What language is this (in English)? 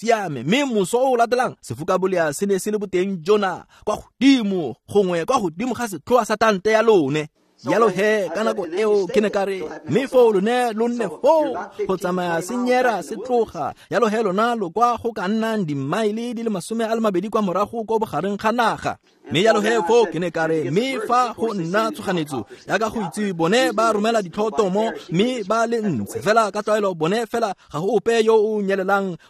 Tswana